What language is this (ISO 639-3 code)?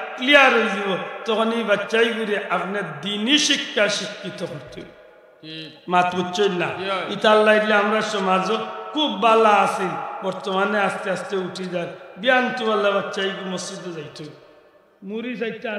syl